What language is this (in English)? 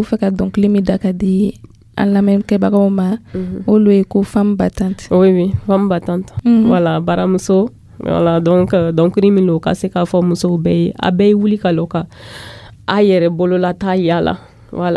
Dyula